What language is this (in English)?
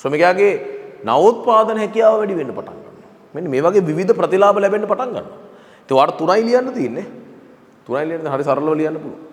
Sinhala